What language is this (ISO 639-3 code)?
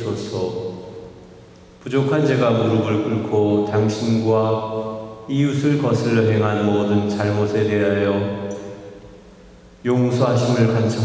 kor